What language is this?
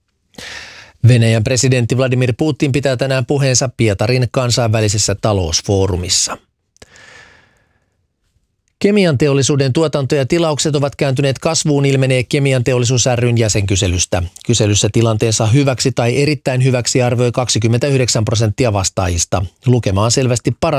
Finnish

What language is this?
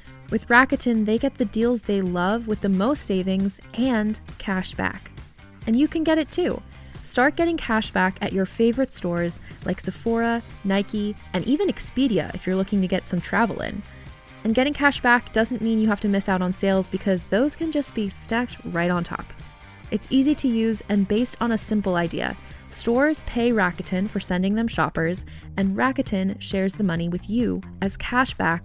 English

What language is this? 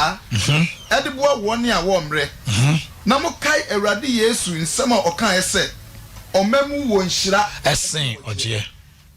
Akan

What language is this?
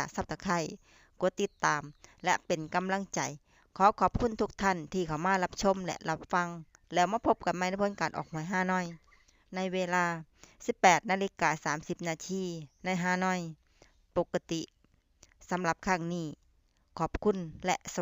Lao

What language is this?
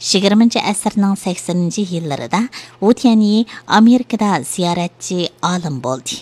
Uyghur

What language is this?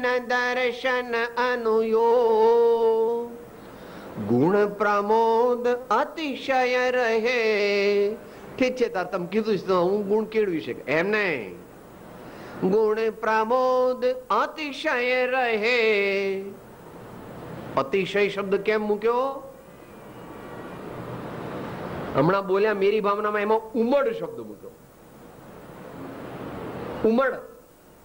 Gujarati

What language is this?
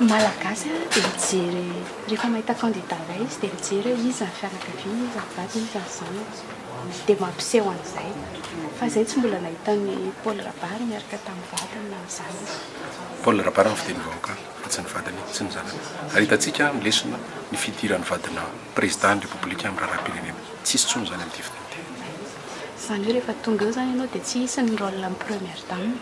Malagasy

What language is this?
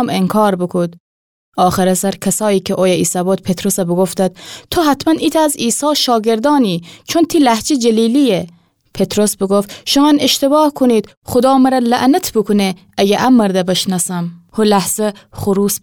Gilaki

